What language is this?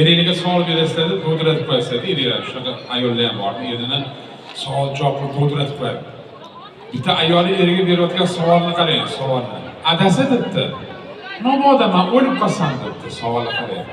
Uzbek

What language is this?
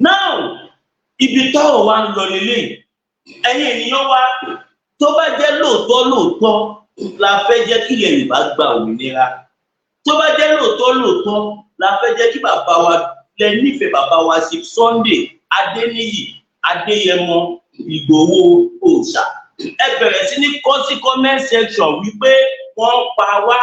Yoruba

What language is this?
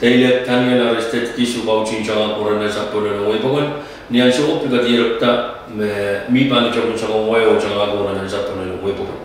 Pohnpeian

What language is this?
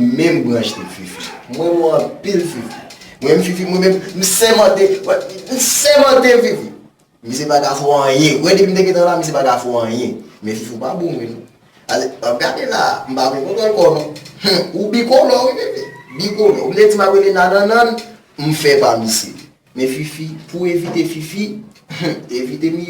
Haitian Creole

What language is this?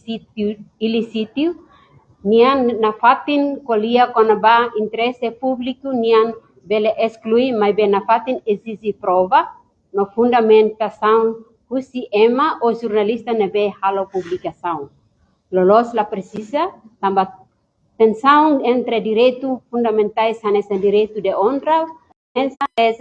Tetum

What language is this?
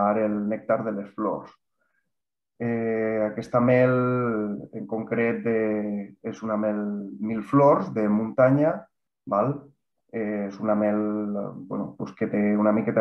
Catalan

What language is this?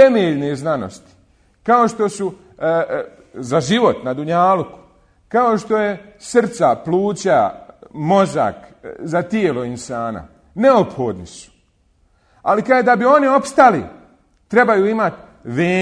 Bosnian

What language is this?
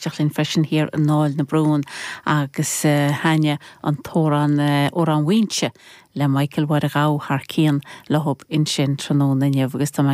Irish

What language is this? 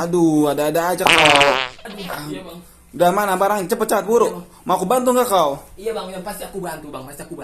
Betawi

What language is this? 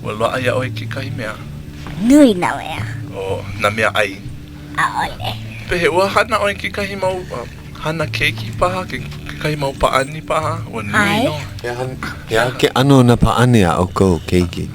Hawaiian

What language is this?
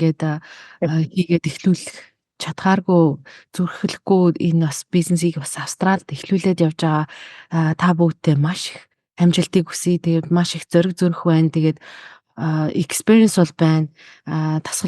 Mongolian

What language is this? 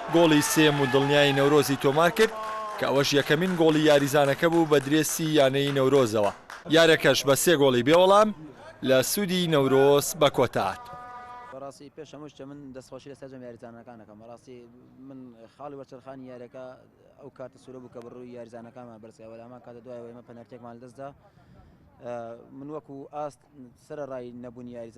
Central Kurdish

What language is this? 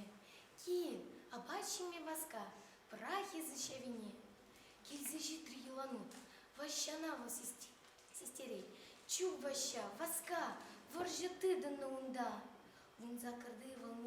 Chuvash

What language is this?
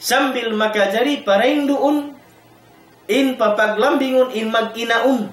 Tausug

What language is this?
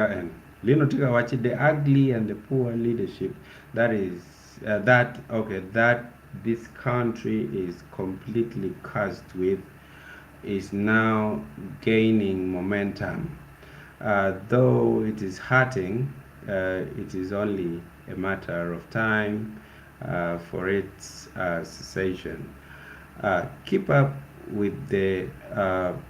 Acoli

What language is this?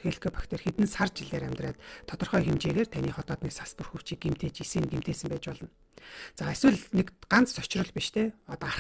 Mongolian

